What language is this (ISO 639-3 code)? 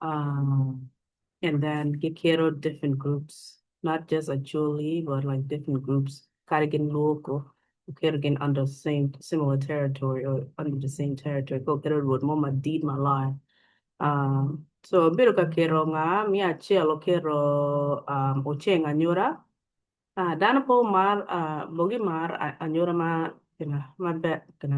ach